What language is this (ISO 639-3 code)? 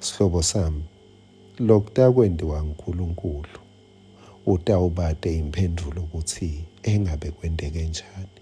ssw